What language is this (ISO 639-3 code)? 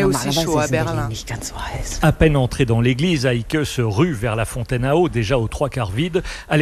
fra